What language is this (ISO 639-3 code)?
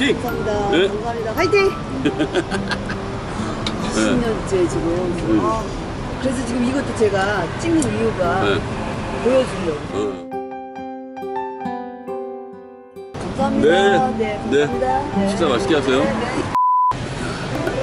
kor